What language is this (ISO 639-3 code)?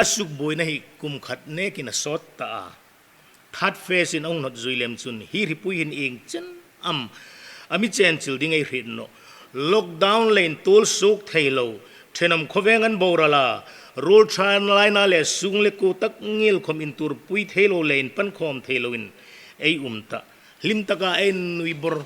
hmr